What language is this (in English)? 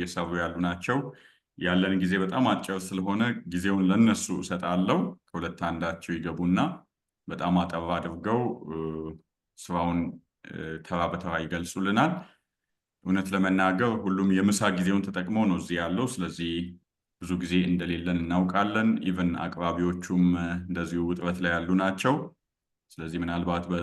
Amharic